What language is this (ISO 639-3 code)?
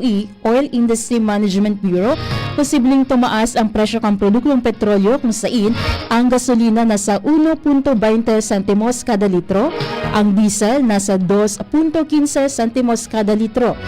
bik